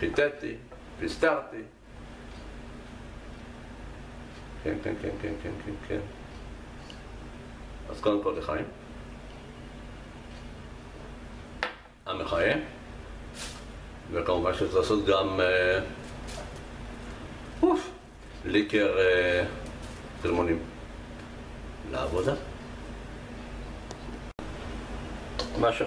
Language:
Hebrew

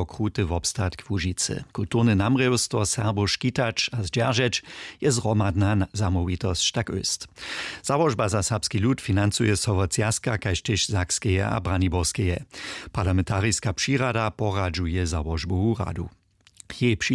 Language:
Upper Sorbian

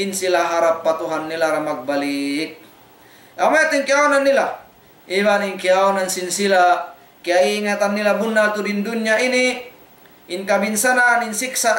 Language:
Tausug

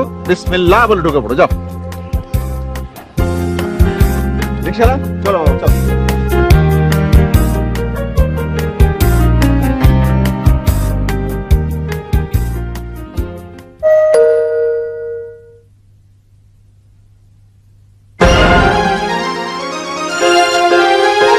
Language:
Bangla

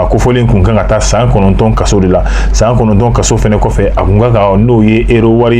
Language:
Bambara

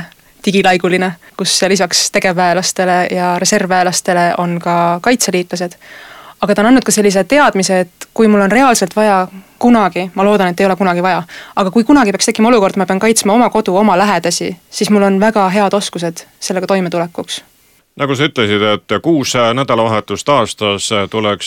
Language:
Estonian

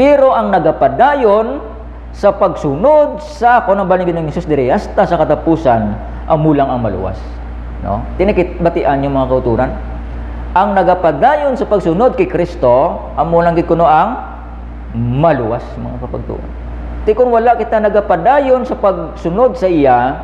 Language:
Hiligaynon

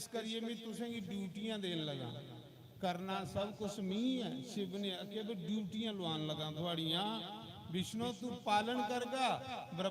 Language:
Dogri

